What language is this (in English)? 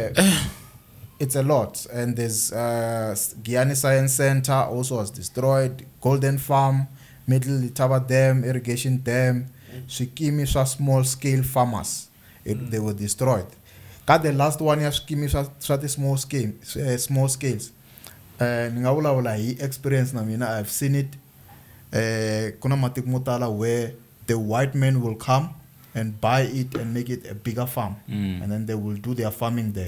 Tsonga